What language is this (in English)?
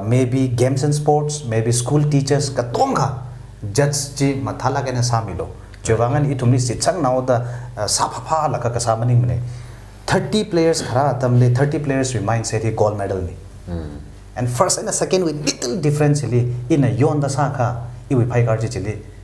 Tangkhul Naga (India)